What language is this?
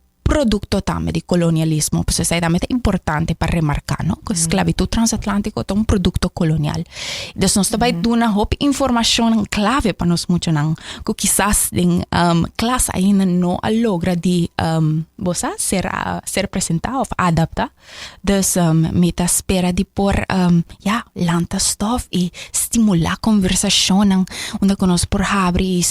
Papiamento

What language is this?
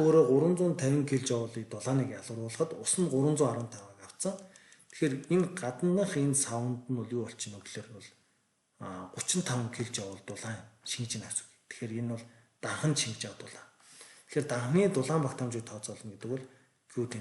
Mongolian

